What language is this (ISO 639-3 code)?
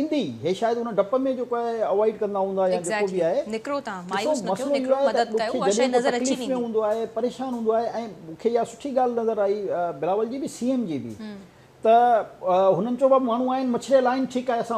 snd